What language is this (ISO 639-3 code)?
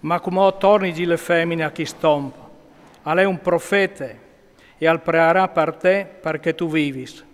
fur